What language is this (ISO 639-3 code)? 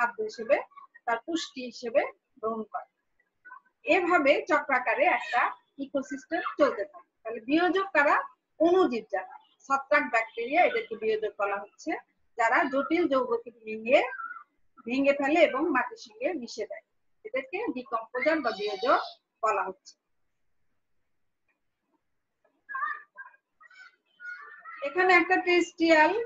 ben